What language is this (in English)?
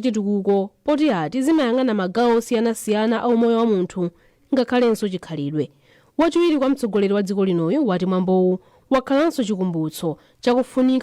Nyanja